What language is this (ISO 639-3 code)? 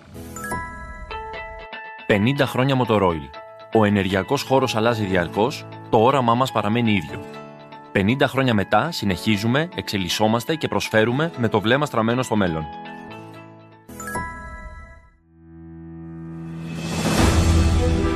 ell